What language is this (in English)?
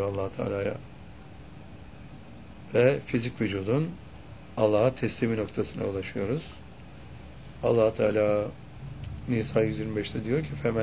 Turkish